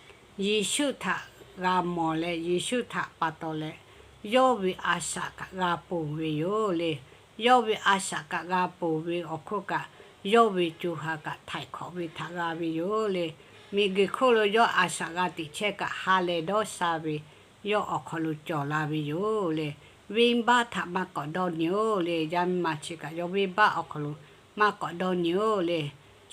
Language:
Lahu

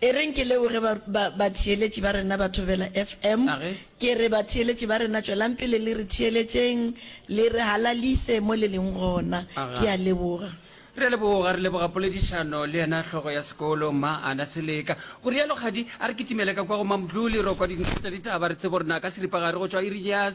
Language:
Northern Sotho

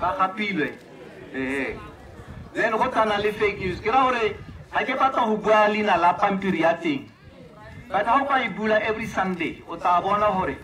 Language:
Tswana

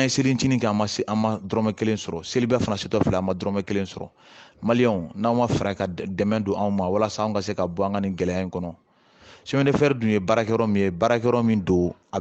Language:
Bambara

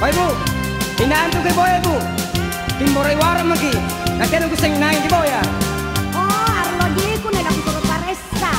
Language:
Makasar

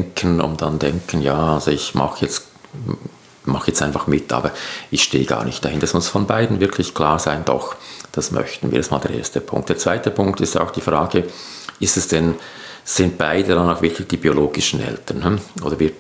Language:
German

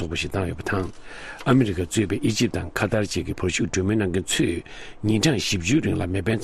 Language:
Tibetan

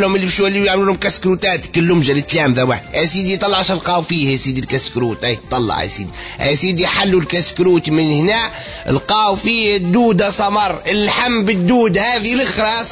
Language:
Tunisian Arabic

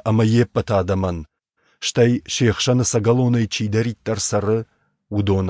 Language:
Ossetic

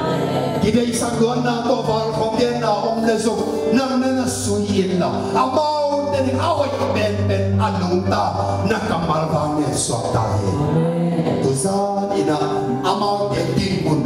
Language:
Tedim Chin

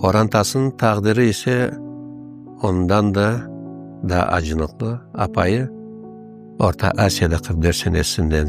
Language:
Crimean Tatar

